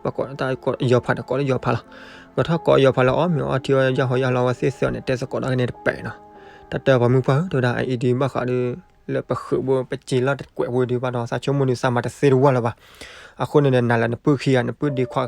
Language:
S'gaw Karen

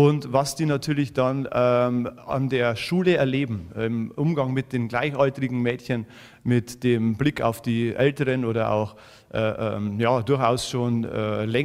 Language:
German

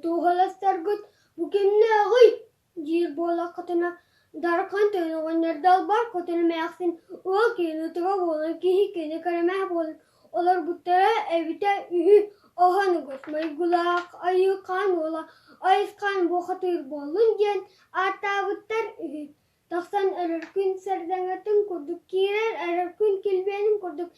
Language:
Yakut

